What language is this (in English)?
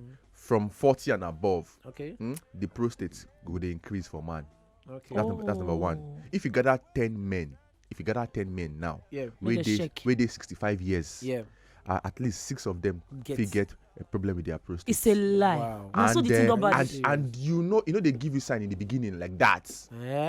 Nigerian Pidgin